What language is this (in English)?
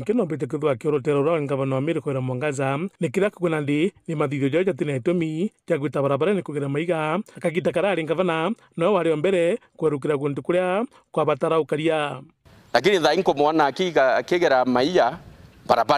Meru